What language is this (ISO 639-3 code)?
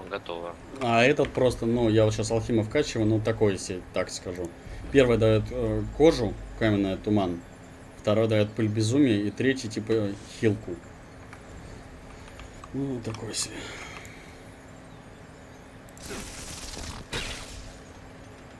rus